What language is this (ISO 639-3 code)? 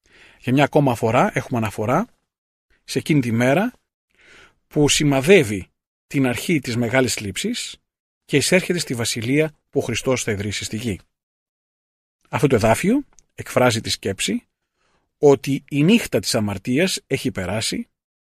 ell